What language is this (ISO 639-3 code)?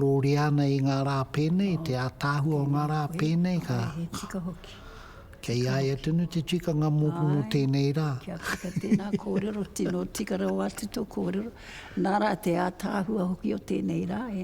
mri